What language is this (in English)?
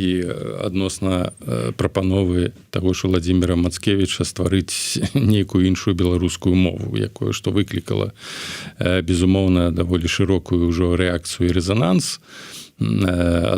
Belarusian